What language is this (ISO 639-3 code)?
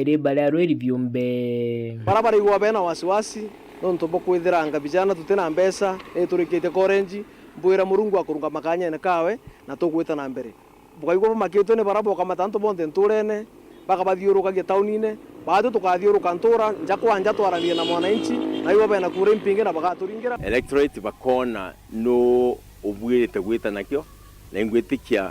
mer